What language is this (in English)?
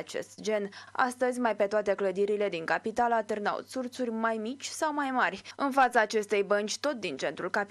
Romanian